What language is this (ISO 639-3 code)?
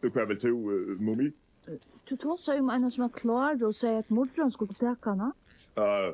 fao